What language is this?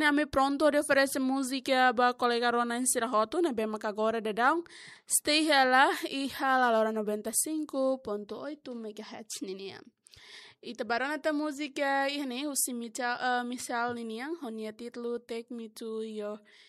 Tetum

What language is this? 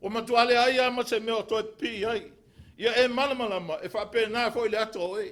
Samoan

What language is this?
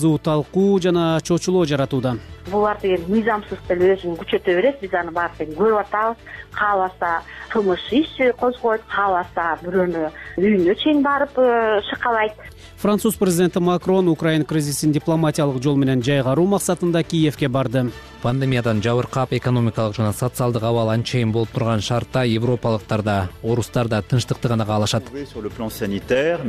Kyrgyz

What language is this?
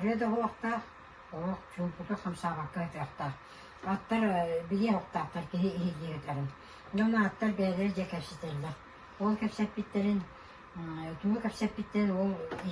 Yakut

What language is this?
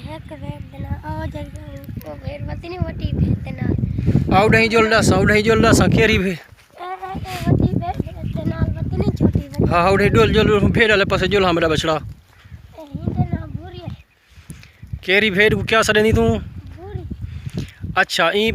Saraiki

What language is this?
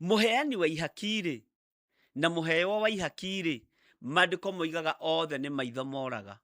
Kikuyu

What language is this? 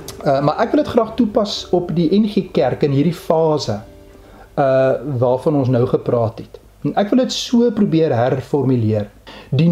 Afrikaans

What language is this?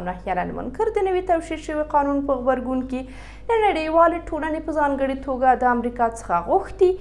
Pashto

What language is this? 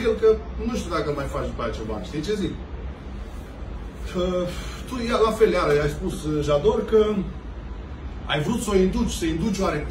Romanian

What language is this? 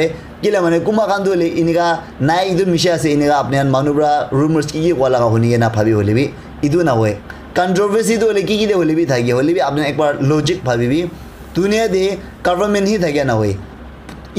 Naga Pidgin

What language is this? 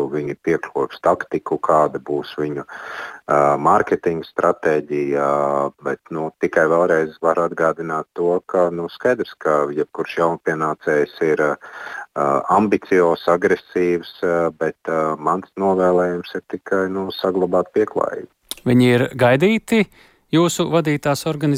Latvian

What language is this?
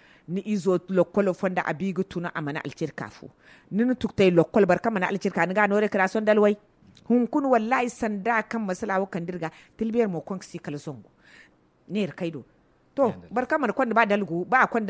Zarma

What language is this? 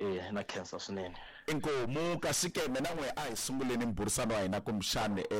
Tsonga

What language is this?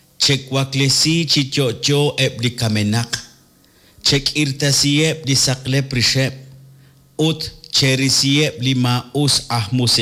Kekchí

